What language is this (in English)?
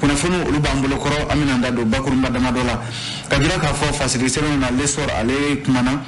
Bambara